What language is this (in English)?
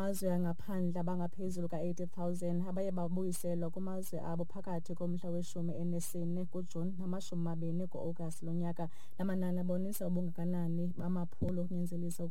Xhosa